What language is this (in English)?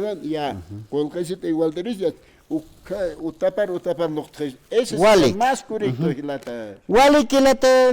Aymara